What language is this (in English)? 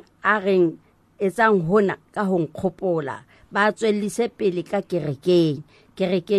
Southern Sotho